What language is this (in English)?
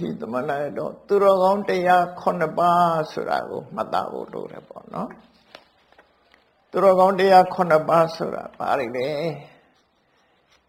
Burmese